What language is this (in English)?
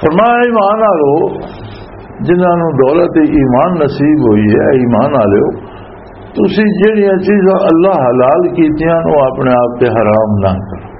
Western Panjabi